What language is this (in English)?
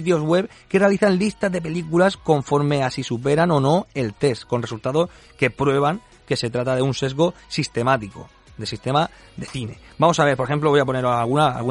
Spanish